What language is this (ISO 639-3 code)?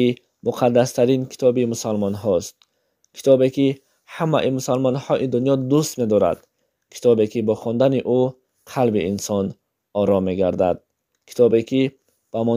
tgk